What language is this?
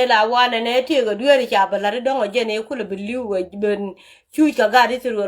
Nuer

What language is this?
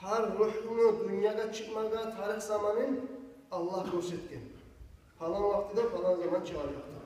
Kumyk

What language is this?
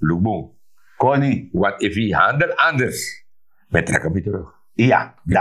Sranan Tongo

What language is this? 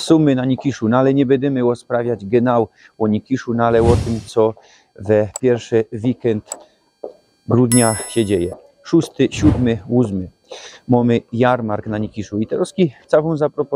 Silesian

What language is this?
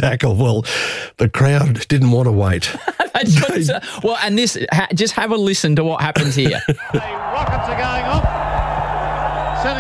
English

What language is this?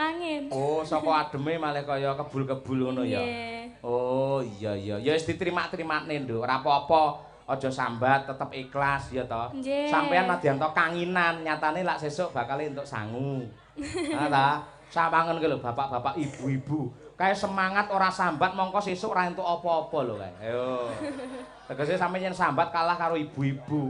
Javanese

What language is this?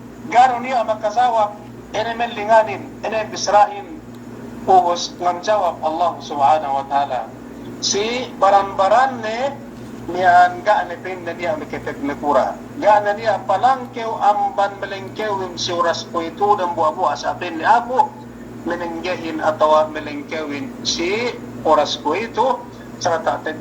Yakan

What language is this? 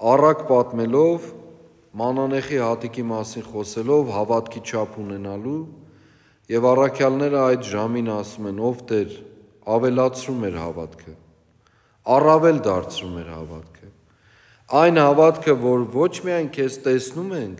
Armenian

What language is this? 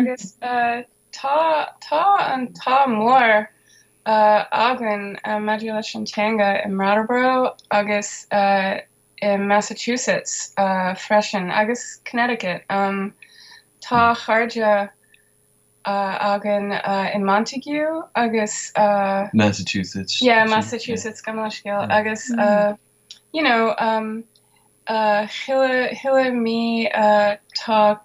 Irish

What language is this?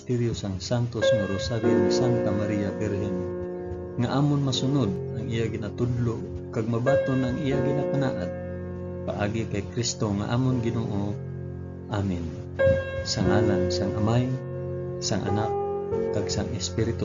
Hiligaynon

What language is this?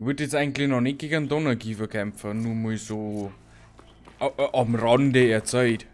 Bavarian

